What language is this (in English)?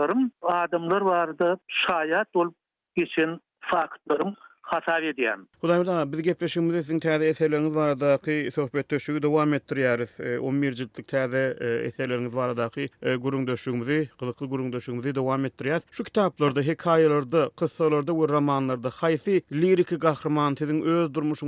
Turkmen